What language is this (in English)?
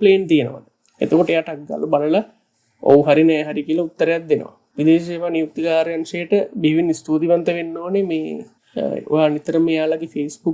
Sinhala